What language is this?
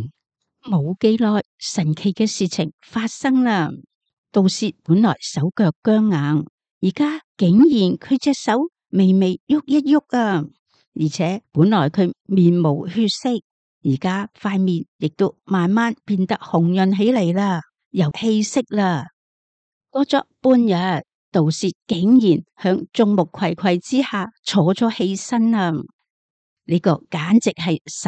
Cantonese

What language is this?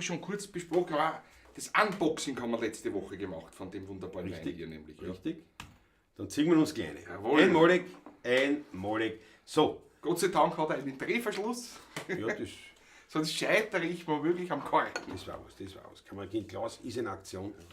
Bavarian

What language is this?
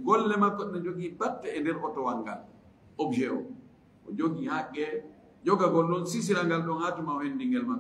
Fula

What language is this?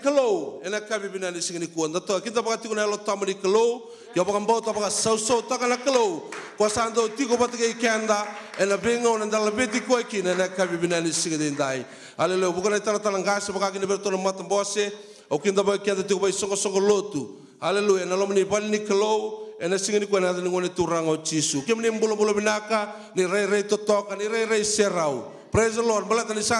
Fijian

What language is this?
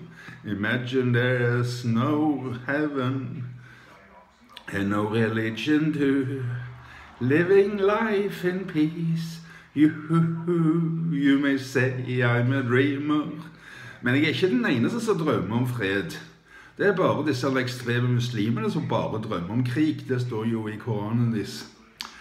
Norwegian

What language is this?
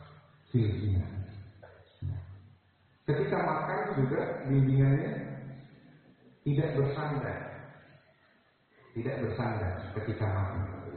Indonesian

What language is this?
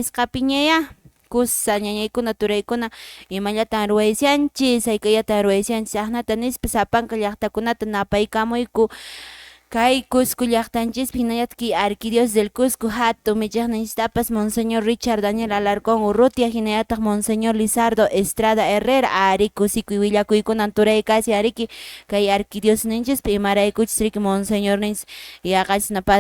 Quechua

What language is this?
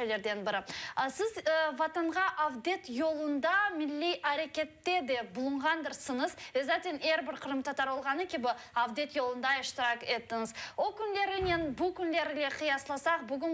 Crimean Tatar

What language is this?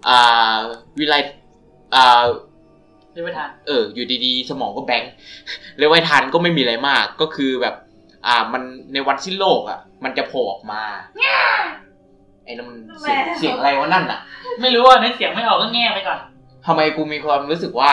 Thai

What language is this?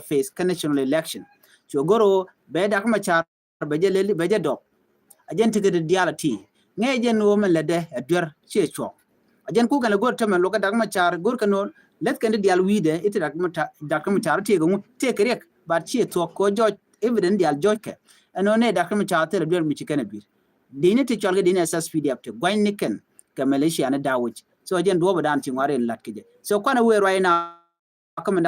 Nuer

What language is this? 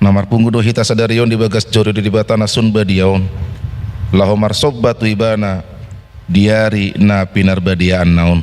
Batak Toba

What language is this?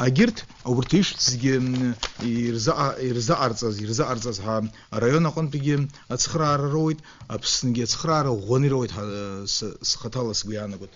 Abkhazian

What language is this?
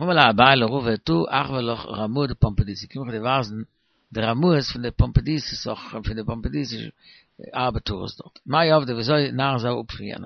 Yiddish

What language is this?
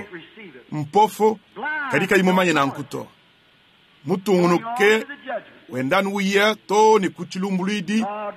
Luba-Lulua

